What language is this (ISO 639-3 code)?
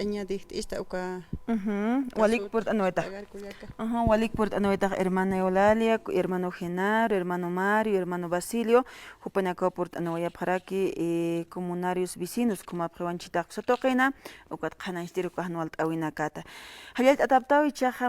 aym